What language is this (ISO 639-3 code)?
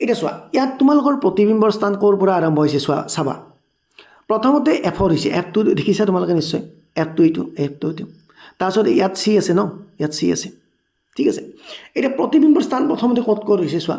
asm